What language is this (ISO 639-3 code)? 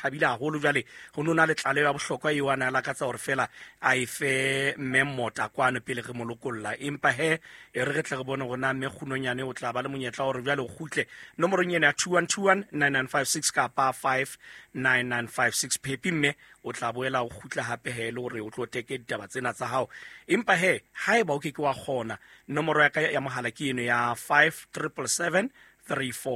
sot